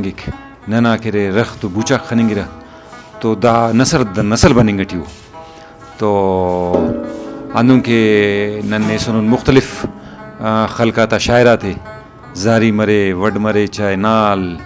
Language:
Brahui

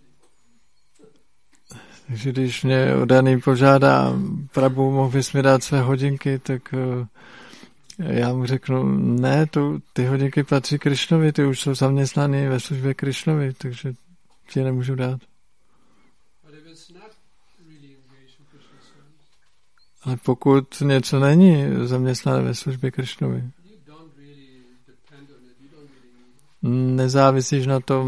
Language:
Czech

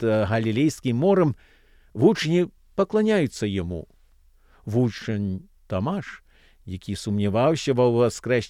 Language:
Belarusian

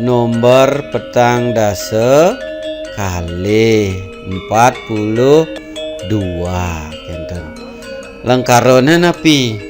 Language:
Balinese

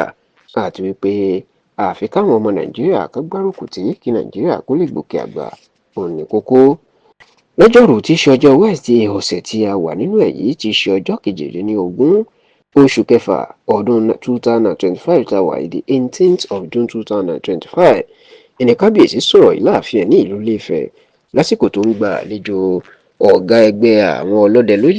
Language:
Yoruba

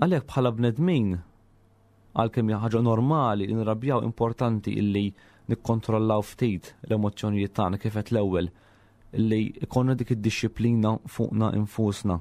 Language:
Maltese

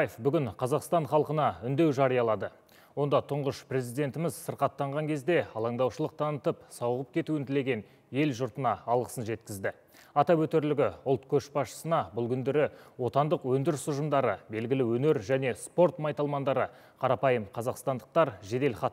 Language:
Kazakh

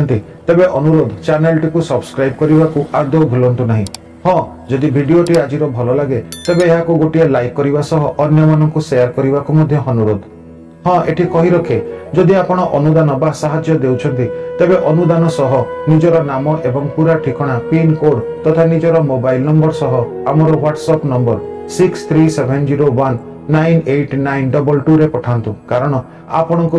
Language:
Odia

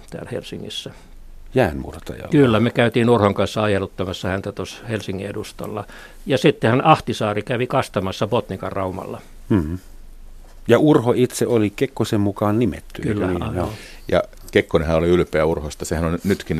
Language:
Finnish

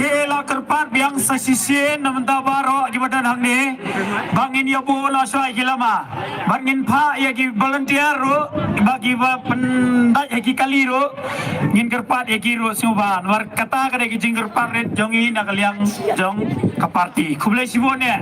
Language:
Khasi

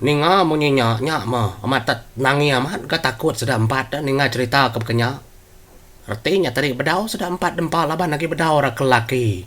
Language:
Iban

